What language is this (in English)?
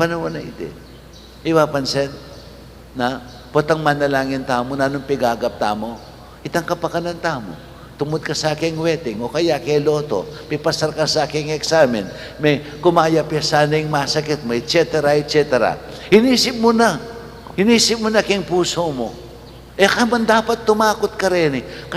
Pampanga